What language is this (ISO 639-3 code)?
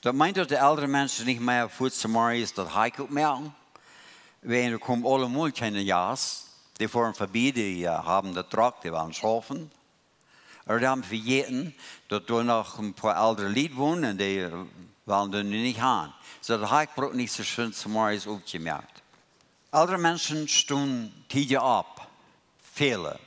pdt